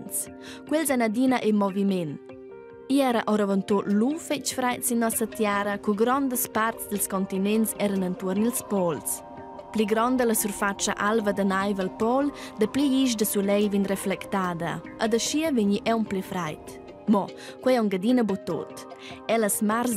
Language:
Romansh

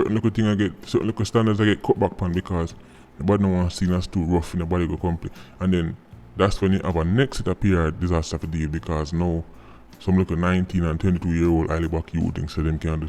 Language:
Jamaican Creole English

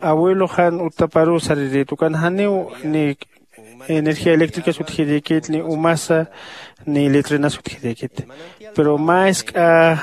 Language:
Aymara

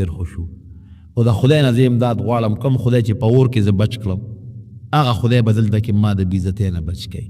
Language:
Pashto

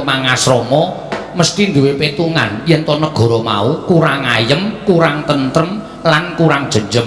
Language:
Javanese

